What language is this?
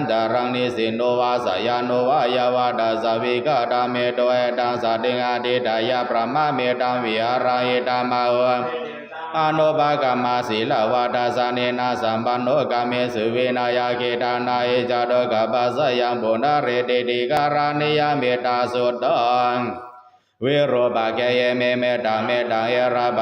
Pali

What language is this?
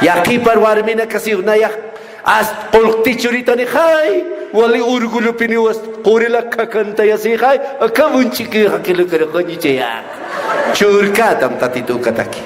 Aymara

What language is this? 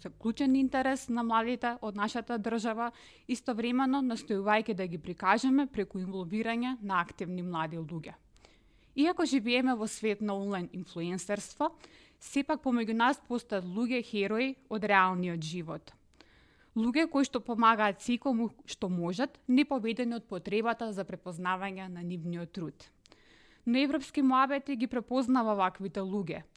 Macedonian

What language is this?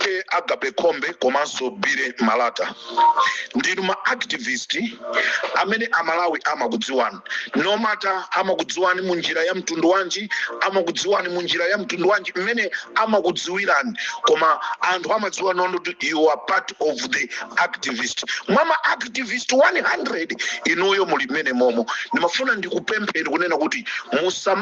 Nyanja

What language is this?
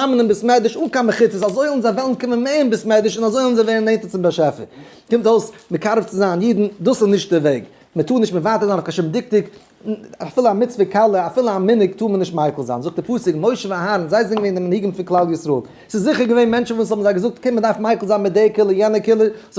Yiddish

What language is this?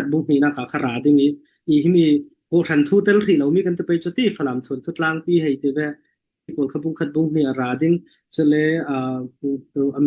Falam Chin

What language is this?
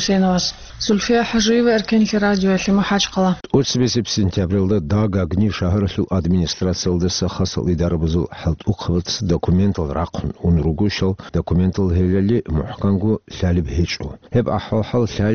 Avaric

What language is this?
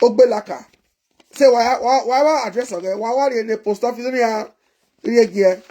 Nigerian Pidgin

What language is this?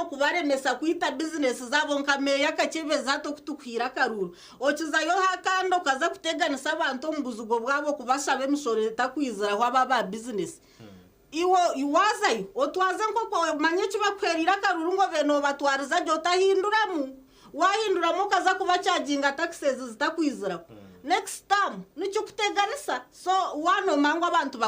Nyankole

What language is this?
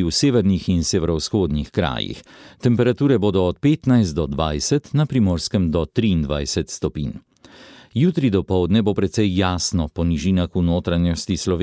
Slovenian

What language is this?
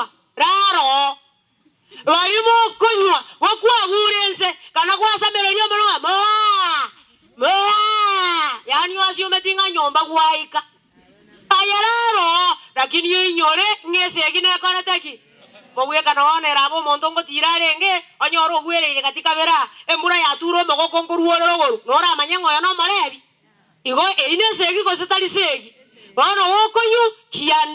Gusii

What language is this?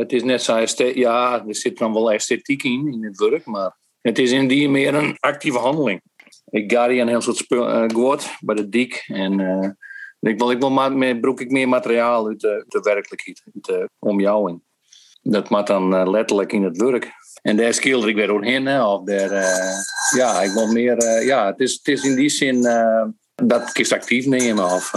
Western Frisian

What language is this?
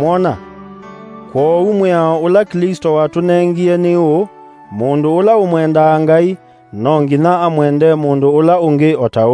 Kamba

